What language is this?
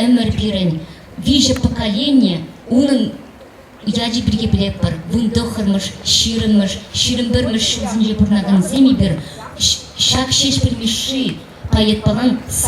Chuvash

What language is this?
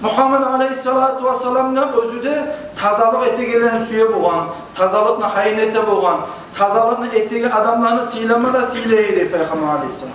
Kumyk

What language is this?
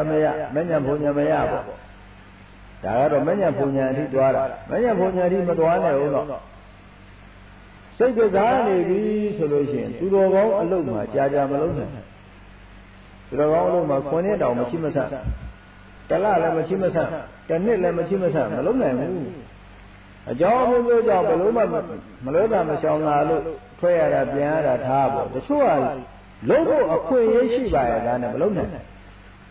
Burmese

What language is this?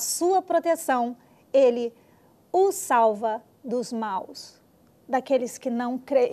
Portuguese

